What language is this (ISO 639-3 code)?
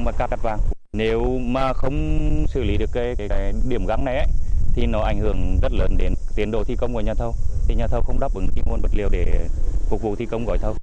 vie